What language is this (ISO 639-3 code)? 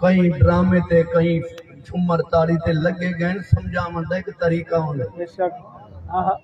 skr